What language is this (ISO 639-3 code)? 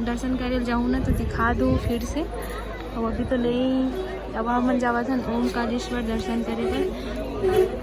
hne